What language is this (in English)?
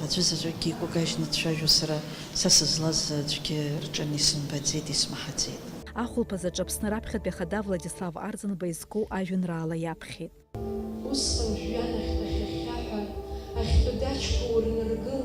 Abkhazian